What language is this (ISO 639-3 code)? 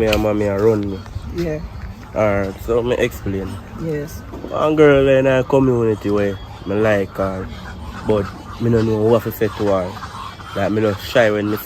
jam